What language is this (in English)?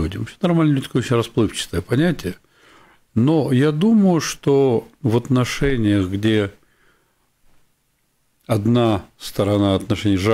Russian